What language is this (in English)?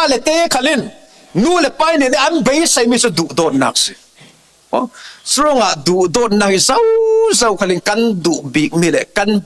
Falam Chin